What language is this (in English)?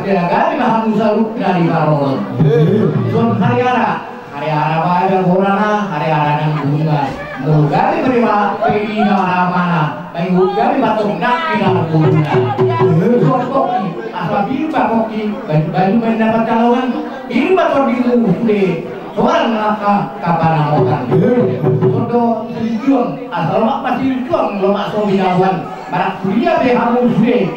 Batak Toba